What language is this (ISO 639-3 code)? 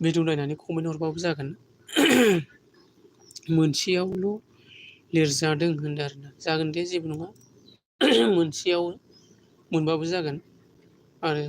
brx